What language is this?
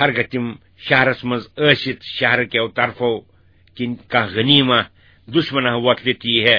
Kashmiri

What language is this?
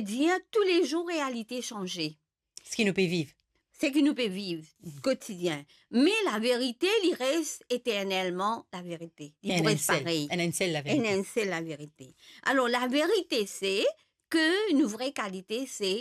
Morisyen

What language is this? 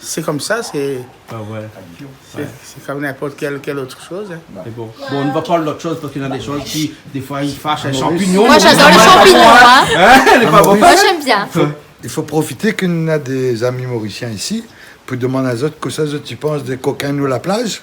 Réunion Creole French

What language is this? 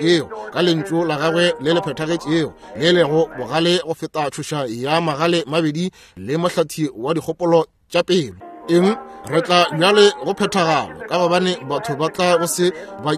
Northern Sotho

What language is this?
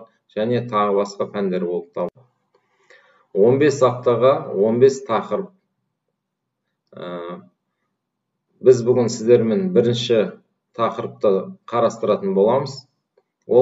Kazakh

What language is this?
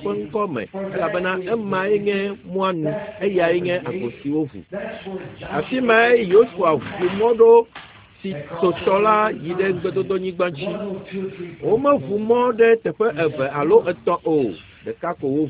Ewe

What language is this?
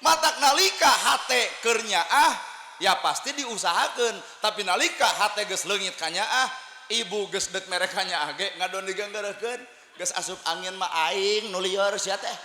Sundanese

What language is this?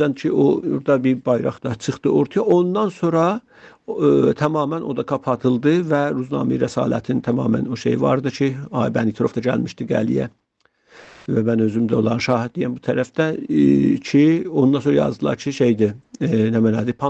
South Azerbaijani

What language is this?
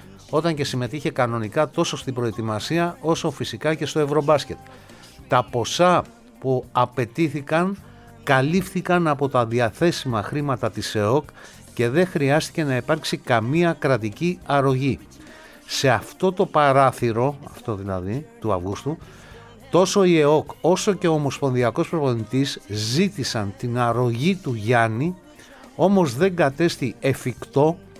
Greek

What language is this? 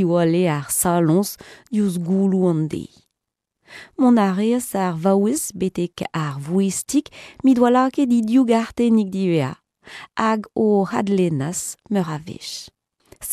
Breton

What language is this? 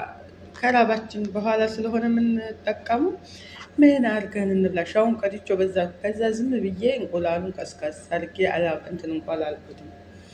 Amharic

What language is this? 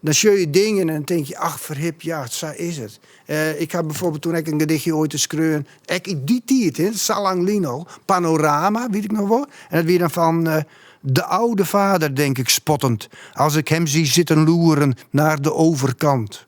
Western Frisian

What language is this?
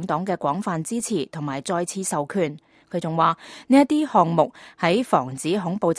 Cantonese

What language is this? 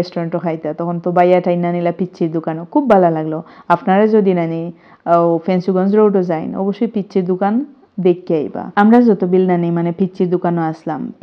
Sylheti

